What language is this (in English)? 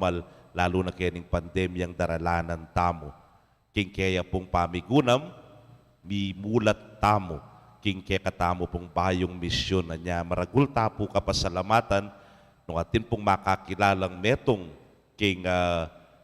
Pampanga